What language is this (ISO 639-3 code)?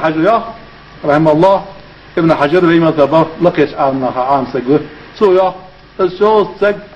inh